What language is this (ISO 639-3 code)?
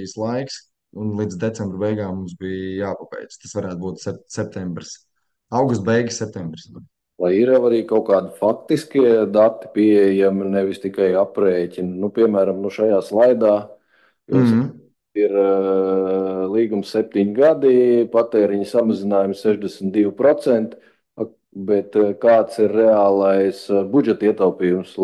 lav